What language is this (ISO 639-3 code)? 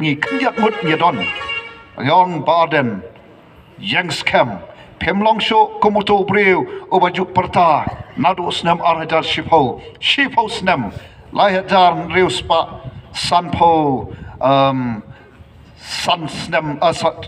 kha